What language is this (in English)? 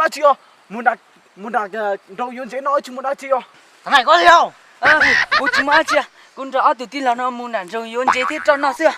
Hmong